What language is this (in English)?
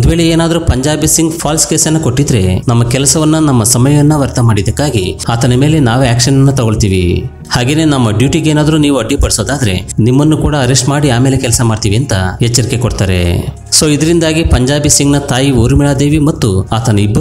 Kannada